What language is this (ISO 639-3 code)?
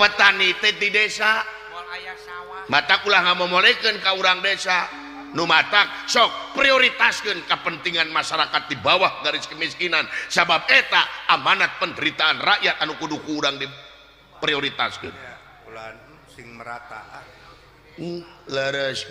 sun